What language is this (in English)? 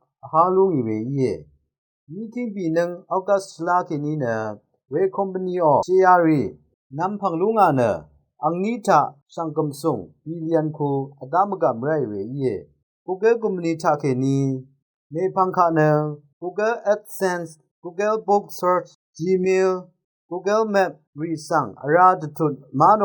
Rawang